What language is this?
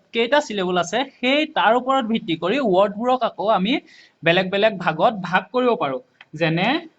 Assamese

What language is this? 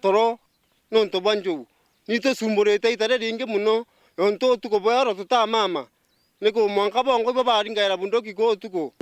Meru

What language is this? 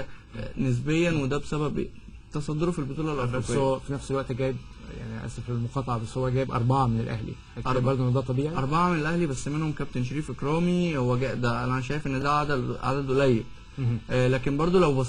Egyptian Arabic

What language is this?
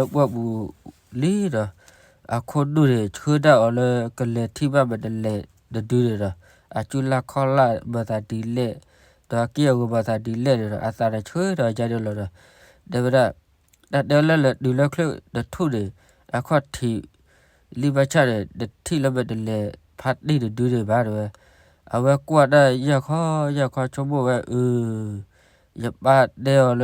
S'gaw Karen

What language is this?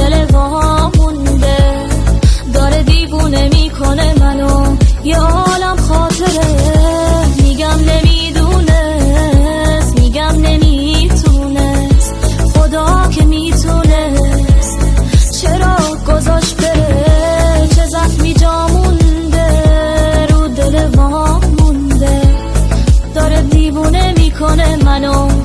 Tajik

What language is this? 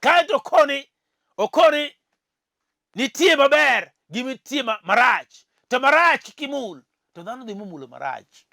Luo (Kenya and Tanzania)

